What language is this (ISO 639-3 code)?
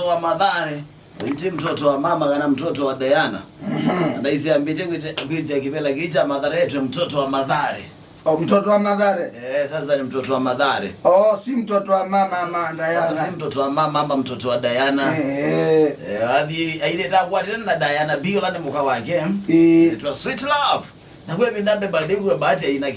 kam